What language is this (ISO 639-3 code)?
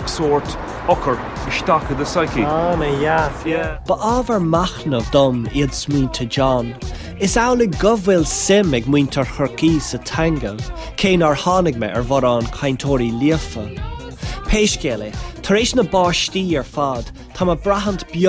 gle